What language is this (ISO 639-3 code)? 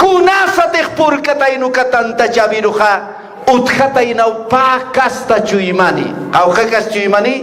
aym